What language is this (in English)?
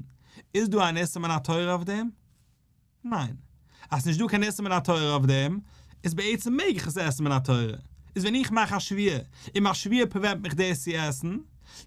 Yiddish